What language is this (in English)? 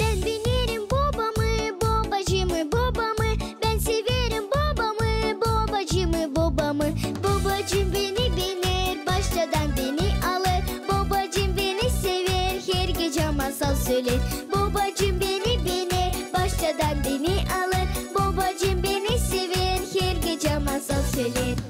Gagauz